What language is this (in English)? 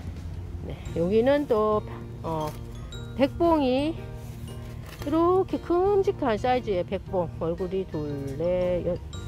Korean